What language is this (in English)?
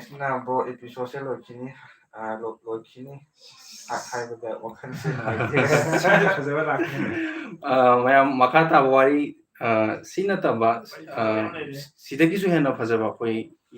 Manipuri